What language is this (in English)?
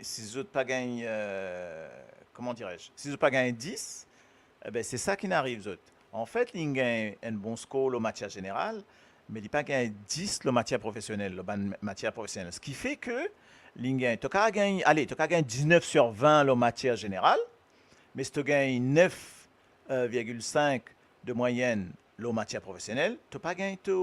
Morisyen